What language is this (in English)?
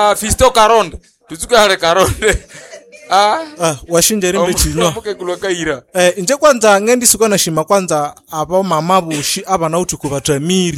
Nande